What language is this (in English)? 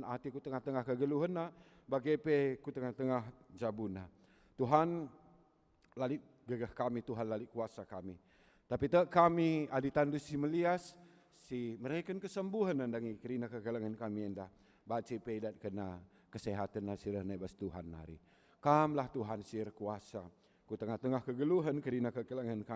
Batak Karo